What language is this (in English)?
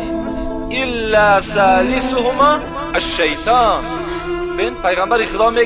Tajik